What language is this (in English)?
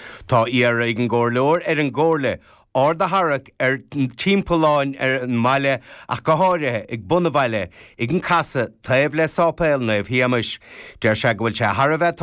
Irish